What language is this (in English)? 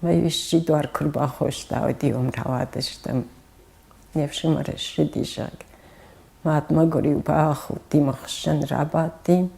Ossetic